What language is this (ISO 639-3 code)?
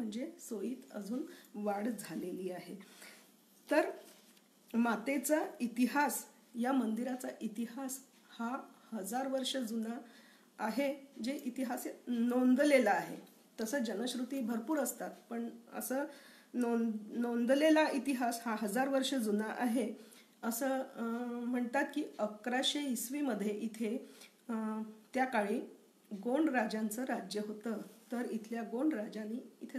mar